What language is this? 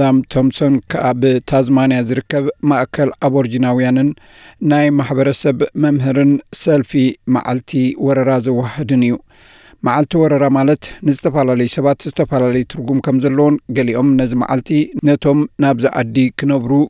Tigrinya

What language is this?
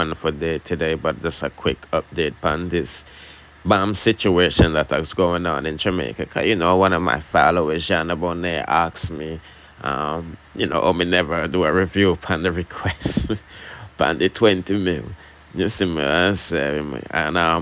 Jamaican Creole English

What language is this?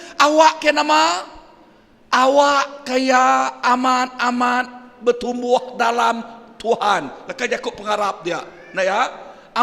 Iban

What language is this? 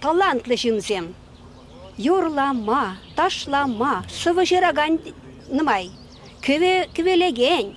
Chuvash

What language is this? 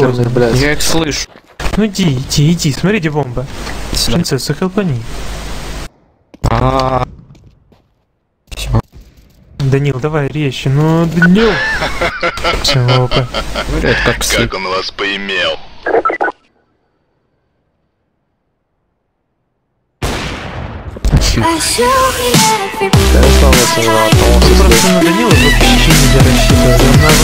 Russian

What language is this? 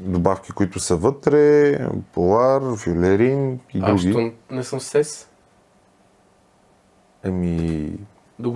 Bulgarian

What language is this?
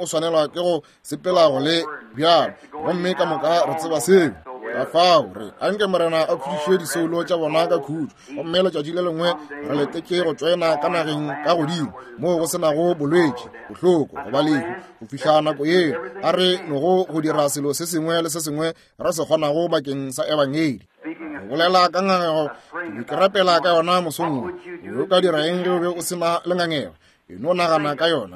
Northern Sotho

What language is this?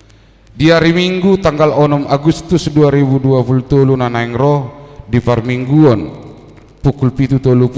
Batak Toba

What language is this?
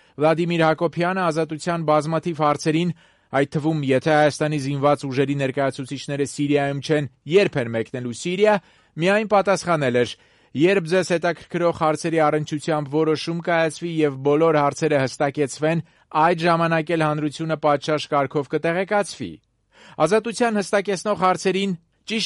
Armenian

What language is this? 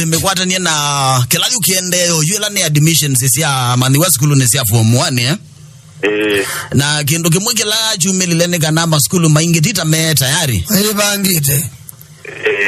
Kamba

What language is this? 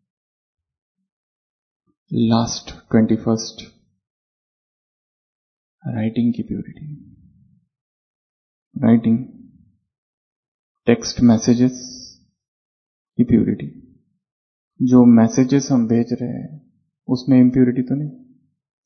Hindi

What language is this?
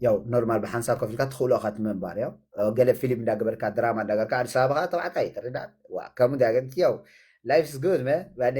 Tigrinya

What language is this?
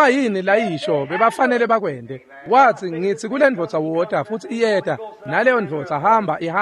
Swati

